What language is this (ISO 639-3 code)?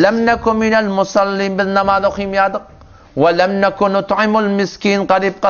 tuk